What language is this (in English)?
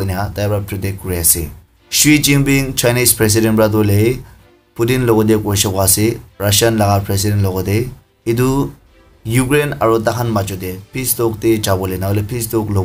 Naga Pidgin